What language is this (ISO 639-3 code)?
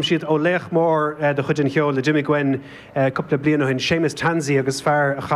gle